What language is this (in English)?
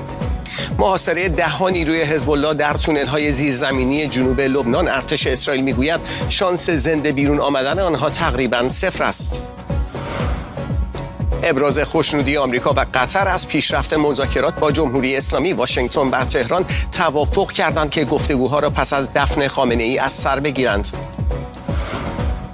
Persian